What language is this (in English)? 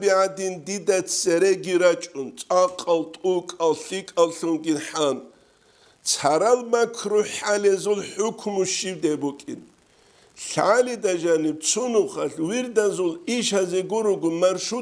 Avaric